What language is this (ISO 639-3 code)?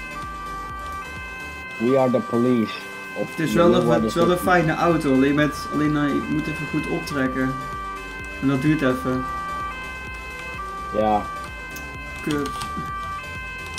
nld